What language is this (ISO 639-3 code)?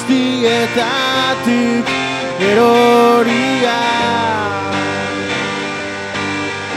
eus